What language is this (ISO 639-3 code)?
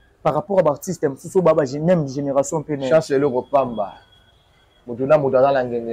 lin